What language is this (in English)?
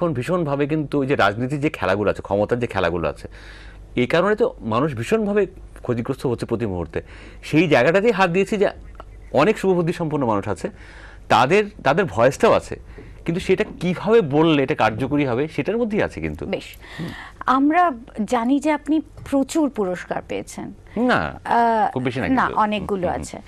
Bangla